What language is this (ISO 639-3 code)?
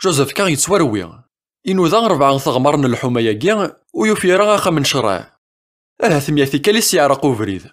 kab